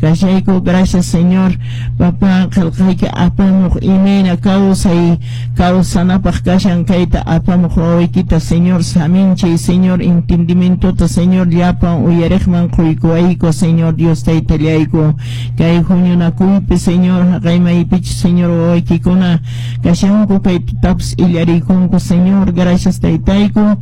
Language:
Quechua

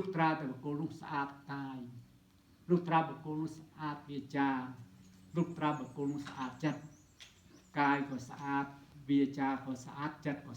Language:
Khmer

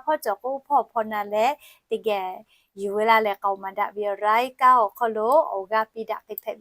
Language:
Lahu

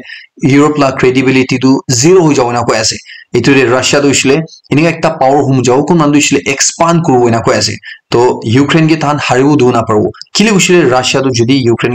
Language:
Naga Pidgin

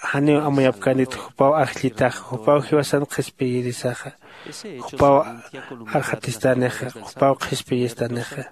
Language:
Aymara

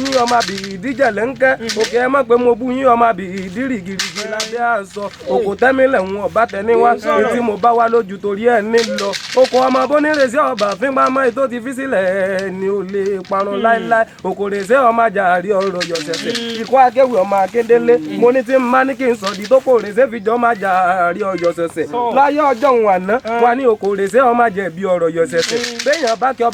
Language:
Yoruba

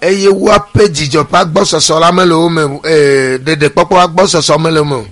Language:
Ewe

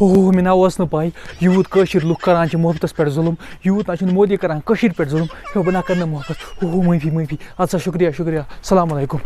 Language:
Kashmiri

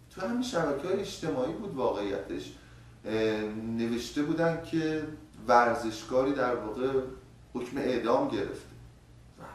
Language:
Persian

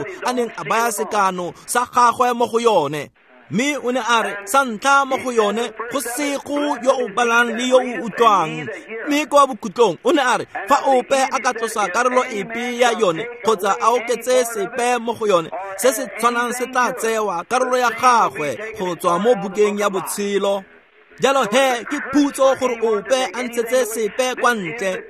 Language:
Tswana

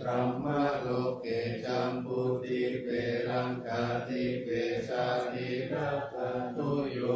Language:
Pali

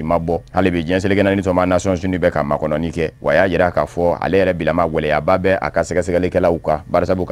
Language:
Bambara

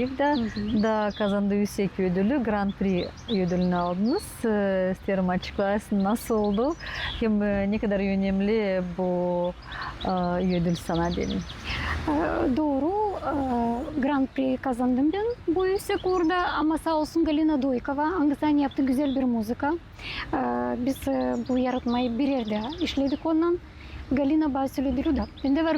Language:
Gagauz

